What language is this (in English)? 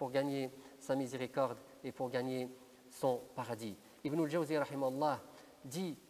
French